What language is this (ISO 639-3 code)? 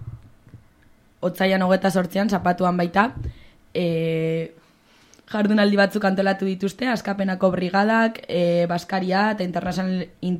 eus